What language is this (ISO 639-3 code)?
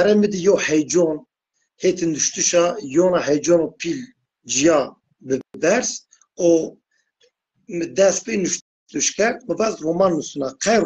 zza